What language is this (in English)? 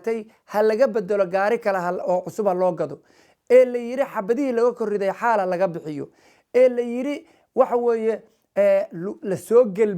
Somali